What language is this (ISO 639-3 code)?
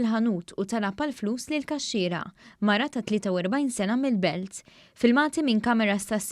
mlt